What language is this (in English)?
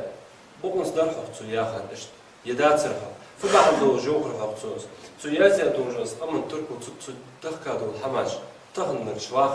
Ingush